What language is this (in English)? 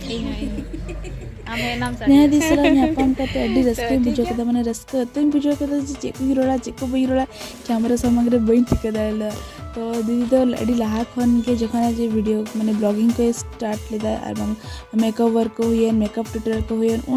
Santali